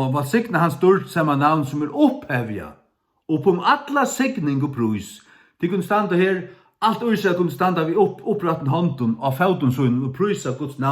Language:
Faroese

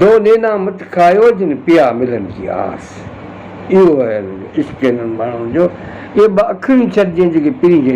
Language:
Sindhi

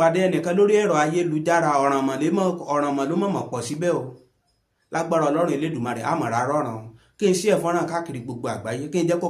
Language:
Yoruba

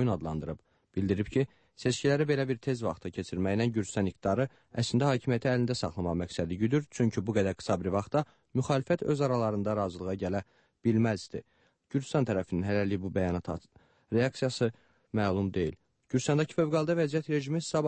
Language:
Azerbaijani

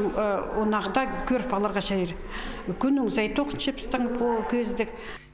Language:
Khakas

